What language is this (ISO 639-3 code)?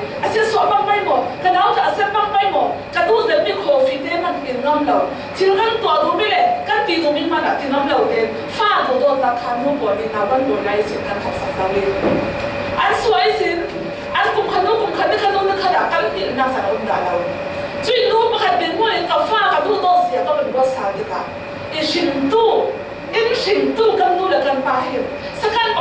cfm